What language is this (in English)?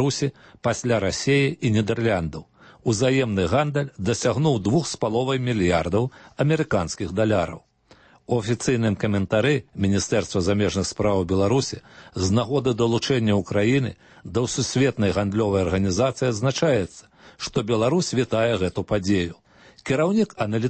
Belarusian